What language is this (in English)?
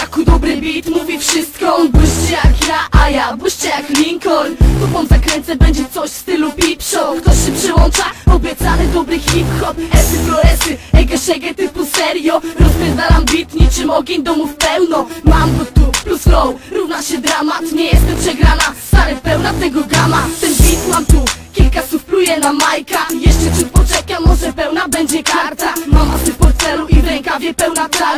Polish